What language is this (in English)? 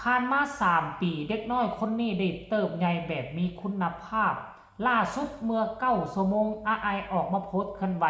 Lao